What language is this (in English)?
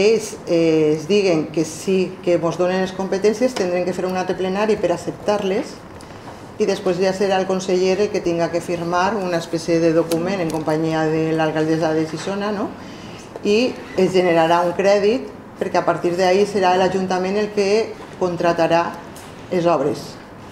Catalan